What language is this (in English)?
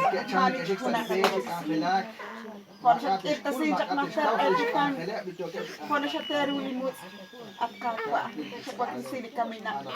Kekchí